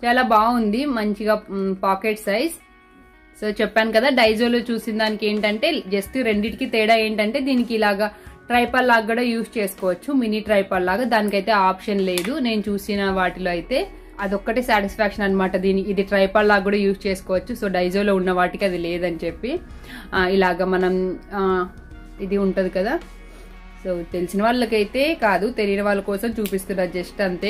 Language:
Telugu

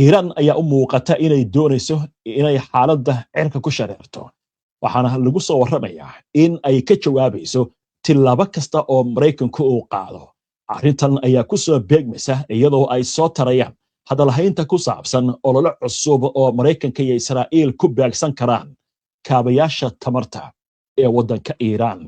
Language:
Somali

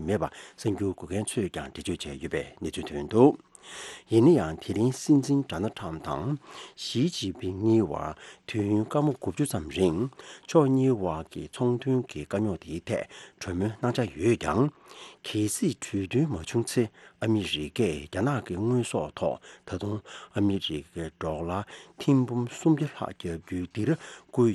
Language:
Tibetan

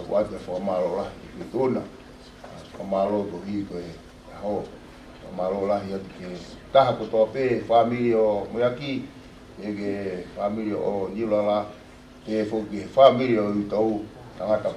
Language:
Tongan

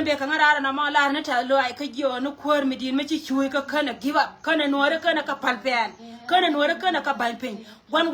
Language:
Nuer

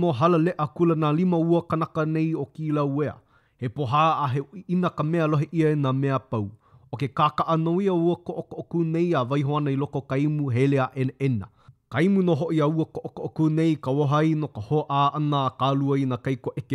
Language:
Hawaiian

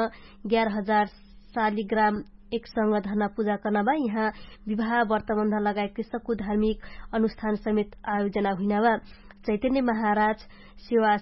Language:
Dangaura Tharu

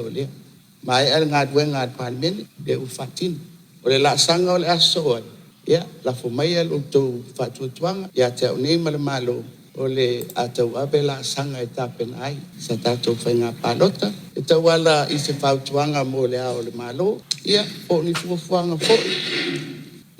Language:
Samoan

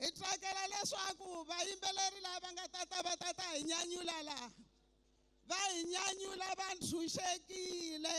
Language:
Tsonga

